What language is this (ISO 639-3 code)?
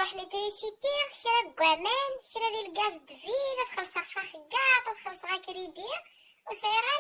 kab